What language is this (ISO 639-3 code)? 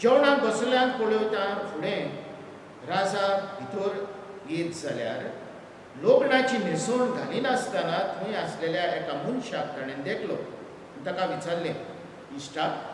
kok